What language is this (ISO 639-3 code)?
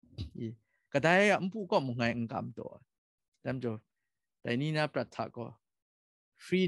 kac